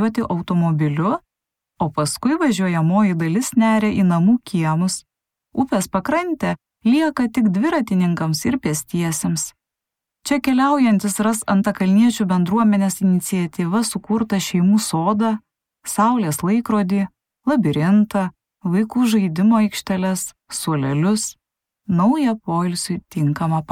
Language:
Lithuanian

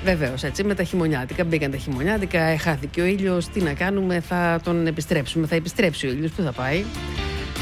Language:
Greek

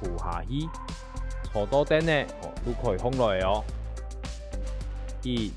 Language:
Hakka Chinese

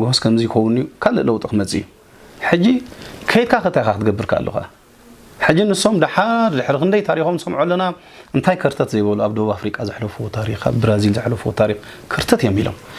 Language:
Tigrinya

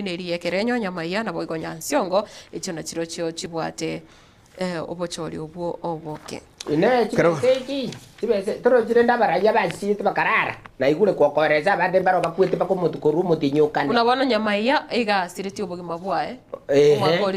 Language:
Gusii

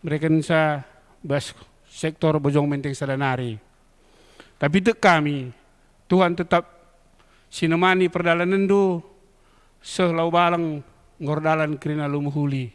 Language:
Batak Karo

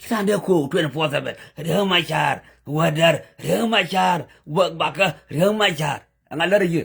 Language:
Nuer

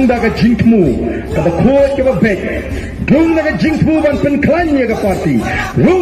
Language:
Khasi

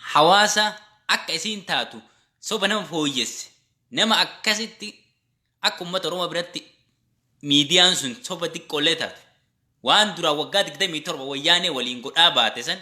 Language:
Oromo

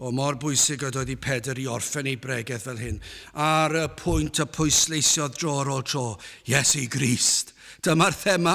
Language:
Welsh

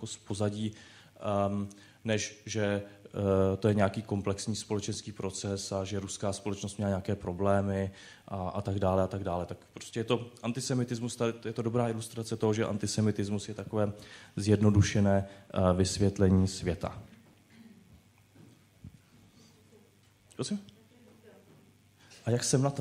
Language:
Czech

